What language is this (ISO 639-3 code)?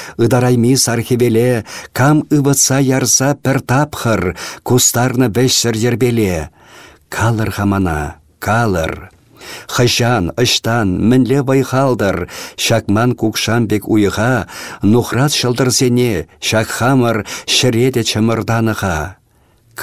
chv